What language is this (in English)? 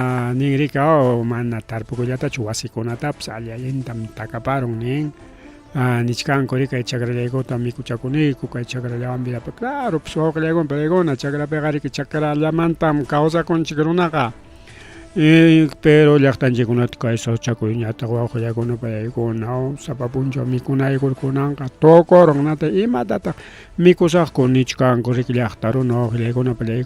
Ayacucho Quechua